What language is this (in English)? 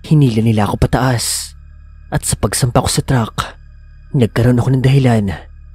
Filipino